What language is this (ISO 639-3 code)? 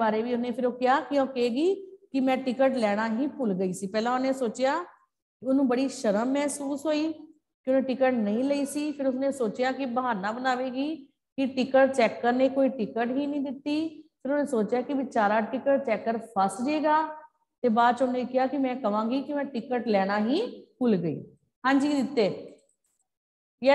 pan